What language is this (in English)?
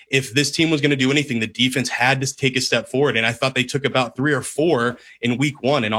English